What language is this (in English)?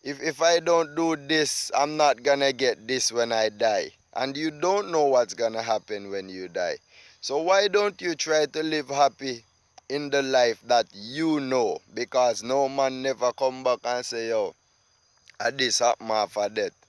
Jamaican Creole English